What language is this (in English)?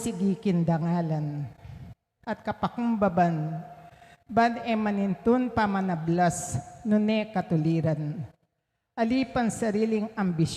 Pampanga